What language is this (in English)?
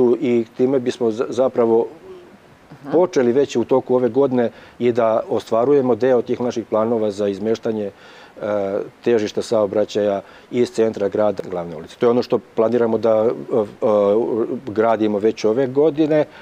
Serbian